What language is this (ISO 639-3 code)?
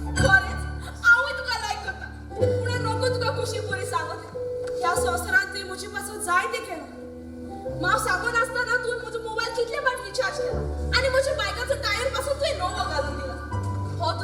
kok